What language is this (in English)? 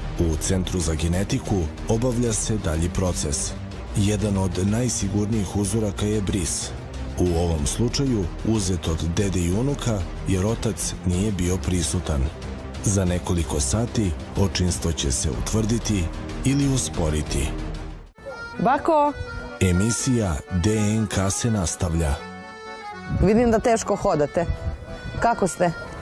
Serbian